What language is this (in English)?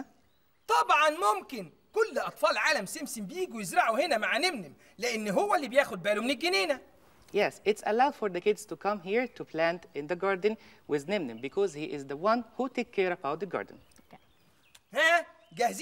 Egyptian Arabic